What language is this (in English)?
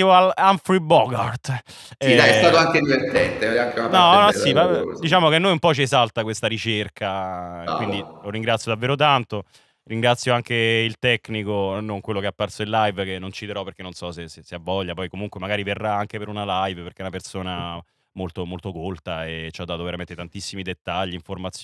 Italian